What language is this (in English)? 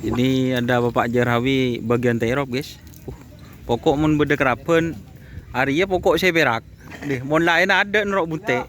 Madurese